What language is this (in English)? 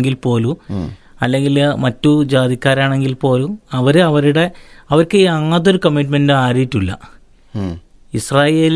Malayalam